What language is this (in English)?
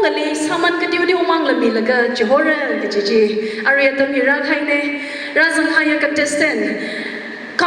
Tangkhul Naga (India)